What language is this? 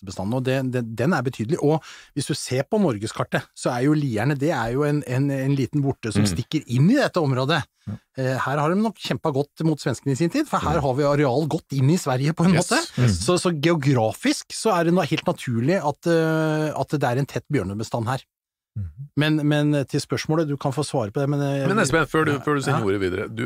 Norwegian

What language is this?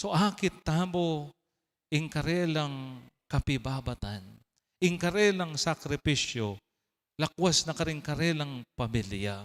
Pampanga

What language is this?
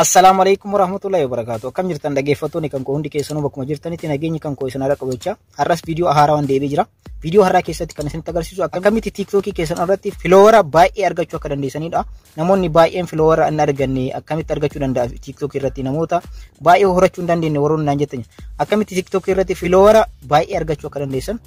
Oromo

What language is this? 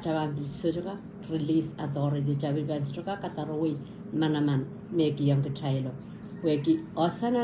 Pohnpeian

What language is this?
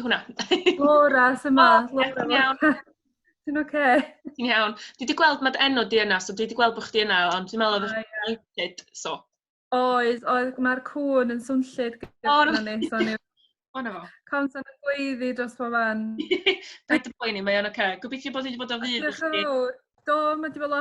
Welsh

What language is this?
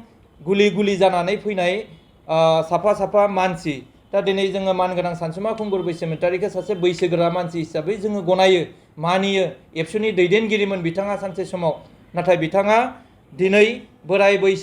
Bodo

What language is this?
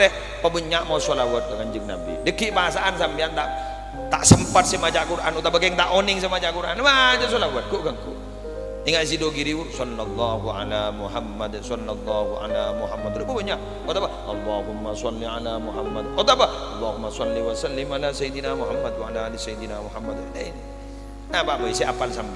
Madurese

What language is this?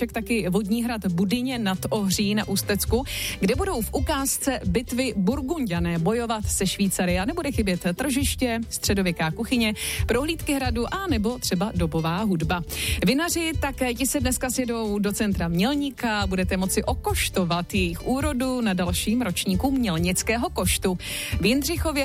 Czech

